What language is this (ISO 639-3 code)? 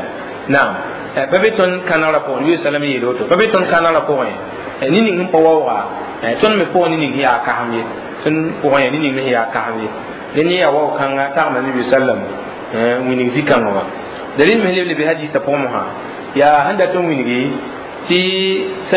mos